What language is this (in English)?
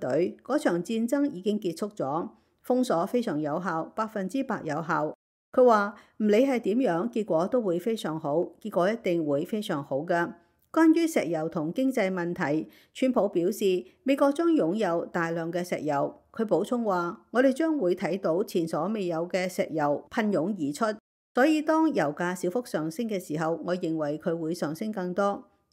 Cantonese